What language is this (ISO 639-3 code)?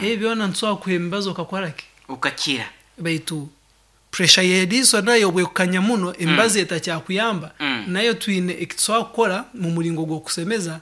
nyn